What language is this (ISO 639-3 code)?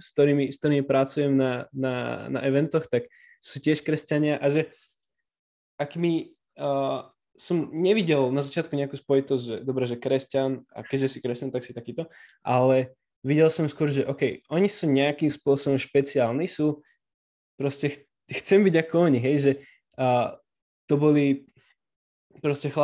slk